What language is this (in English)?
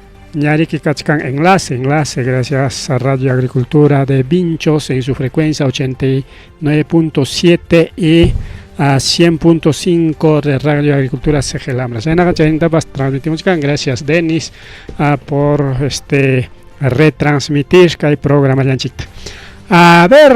Ayacucho Quechua